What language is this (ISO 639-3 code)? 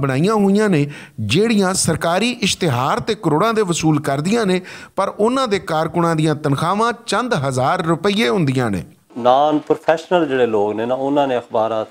lah